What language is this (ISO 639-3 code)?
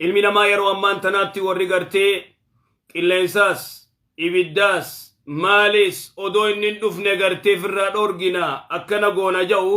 orm